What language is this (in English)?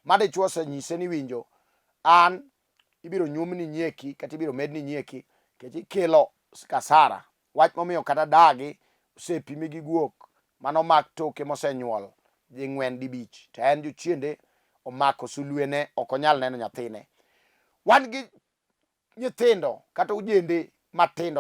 Luo (Kenya and Tanzania)